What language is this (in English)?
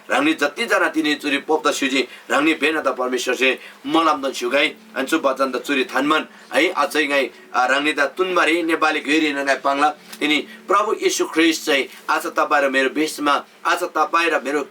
Eastern Tamang